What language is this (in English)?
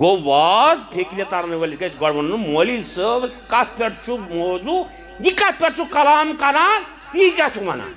Kashmiri